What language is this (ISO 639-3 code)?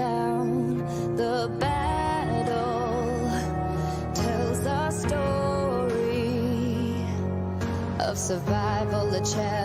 kaa